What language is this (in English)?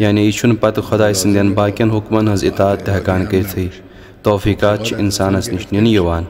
Kashmiri